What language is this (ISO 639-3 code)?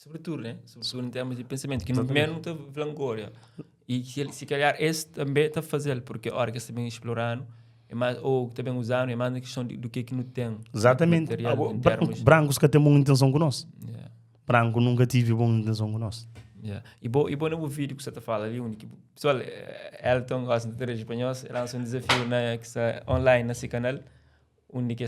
kea